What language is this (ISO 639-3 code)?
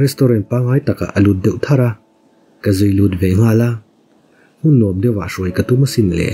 lus